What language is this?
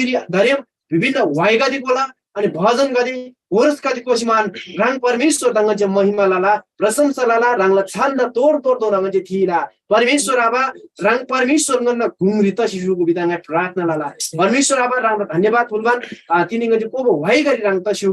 Eastern Tamang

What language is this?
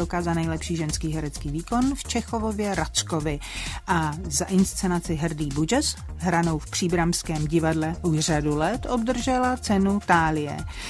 Czech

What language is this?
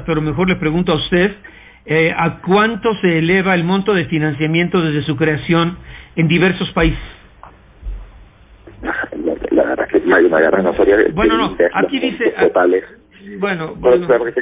Spanish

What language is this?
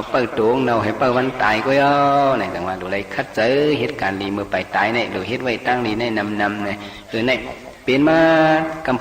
Shan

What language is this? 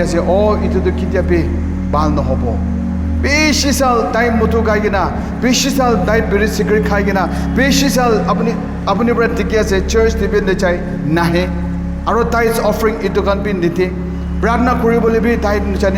Naga Pidgin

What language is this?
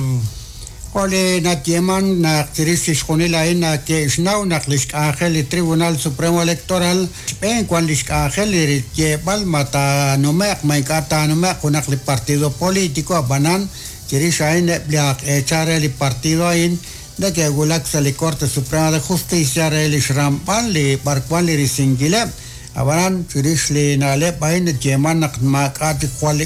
Kekchí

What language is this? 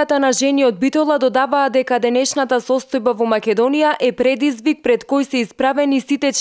Macedonian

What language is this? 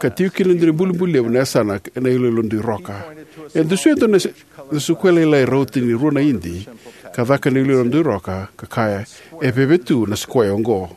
Fijian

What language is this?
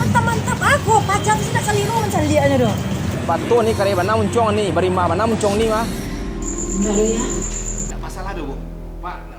Minangkabau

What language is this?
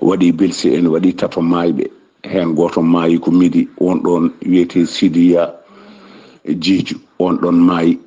Fula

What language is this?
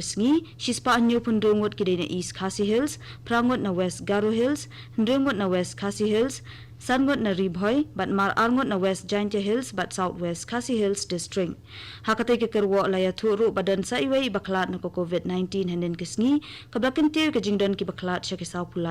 Khasi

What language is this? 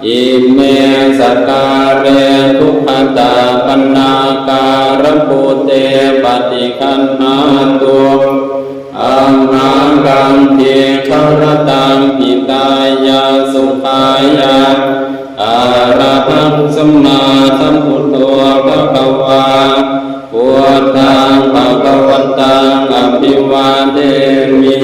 Pali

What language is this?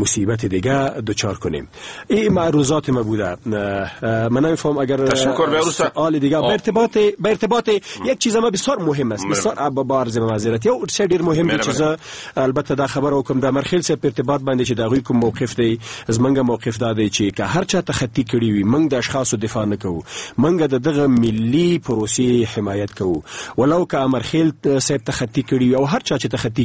Persian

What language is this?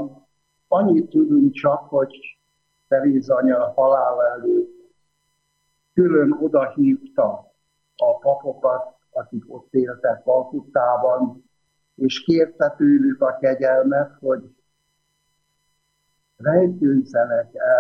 Hungarian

